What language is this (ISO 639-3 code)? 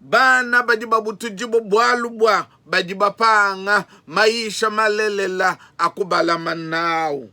lua